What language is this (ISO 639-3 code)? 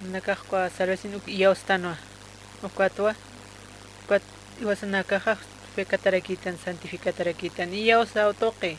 aym